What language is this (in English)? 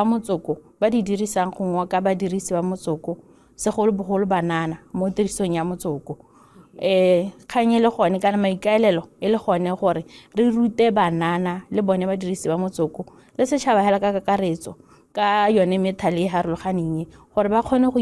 Tswana